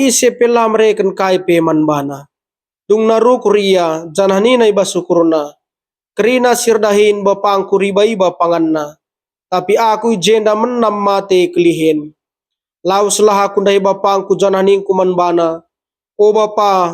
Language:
Batak Karo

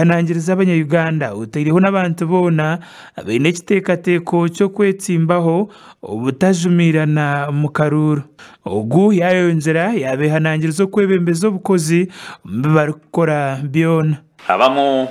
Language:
Nyankole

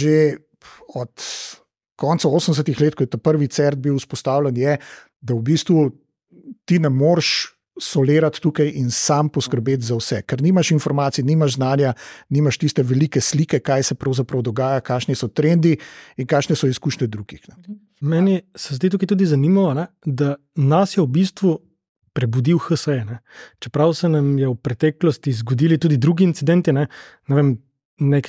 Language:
Slovenian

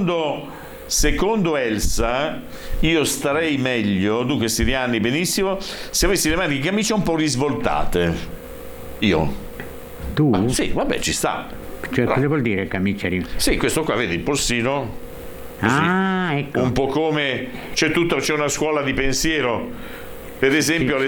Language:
Italian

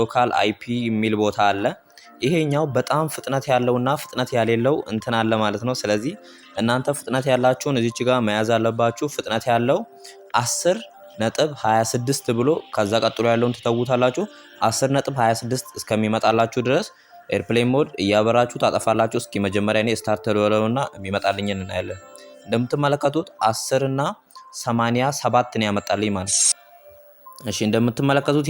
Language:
Amharic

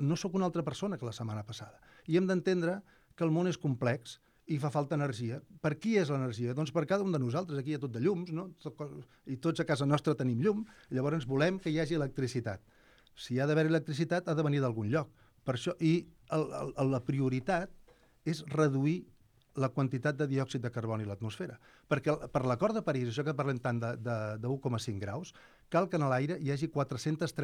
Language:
Catalan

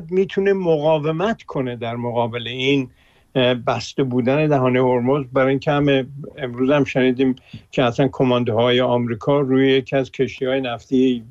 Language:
Persian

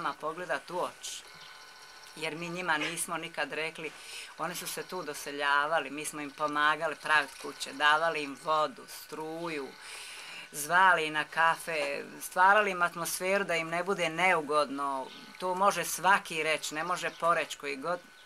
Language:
Bosnian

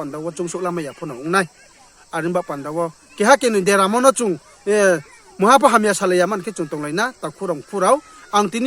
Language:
Riang (India)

